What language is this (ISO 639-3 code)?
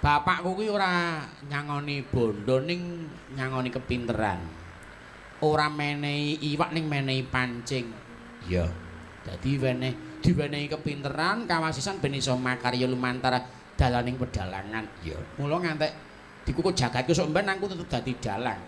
jav